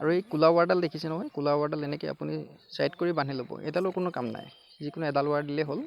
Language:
Assamese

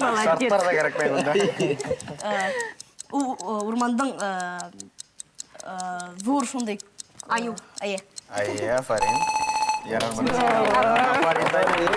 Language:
Bashkir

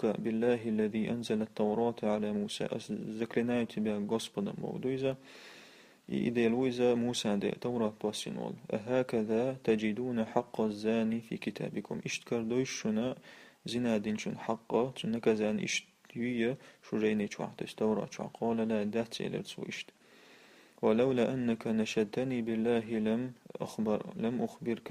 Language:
Chechen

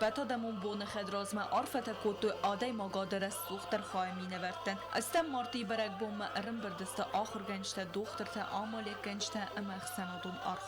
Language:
Ossetic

